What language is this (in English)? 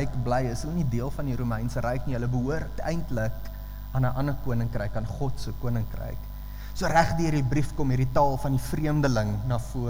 Afrikaans